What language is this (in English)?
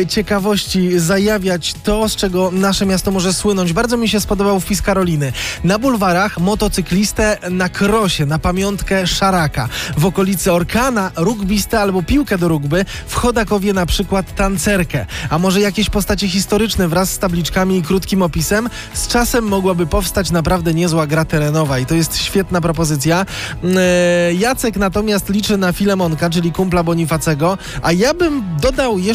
Polish